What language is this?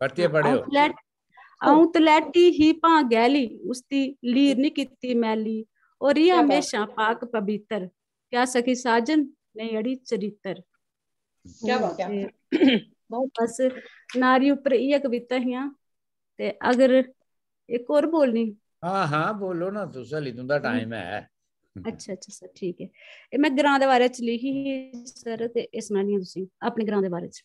Dogri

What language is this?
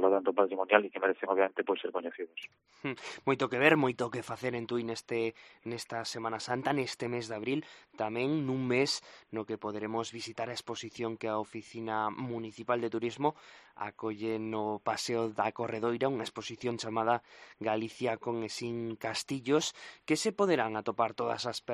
Galician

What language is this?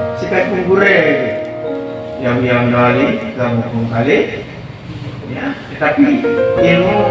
Achinese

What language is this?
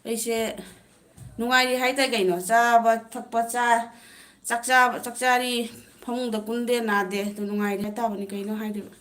Manipuri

